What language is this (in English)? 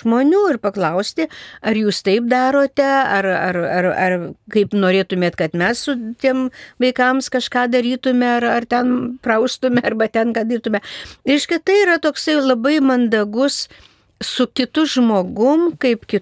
Lithuanian